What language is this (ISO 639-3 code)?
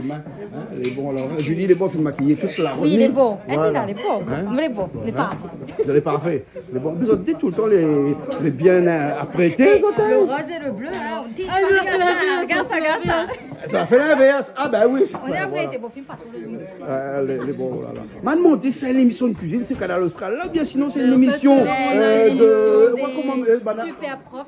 rcf